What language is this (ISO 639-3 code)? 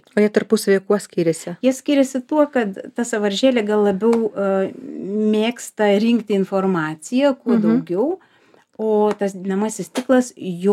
lit